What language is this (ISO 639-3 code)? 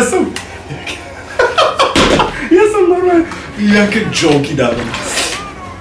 slk